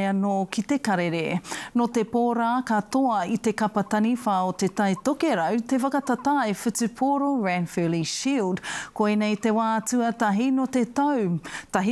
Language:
Māori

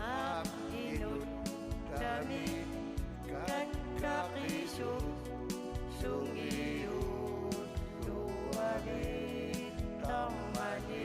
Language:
Kalaallisut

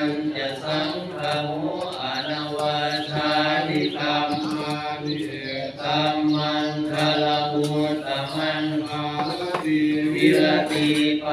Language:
Pali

